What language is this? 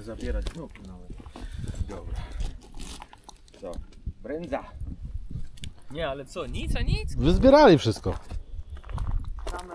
Polish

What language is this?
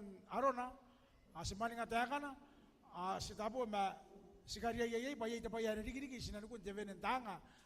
Gilbertese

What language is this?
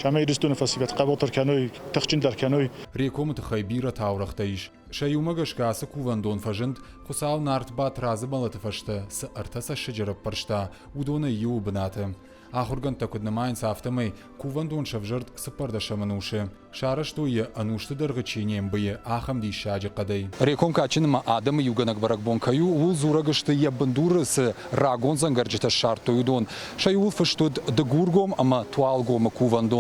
Ossetic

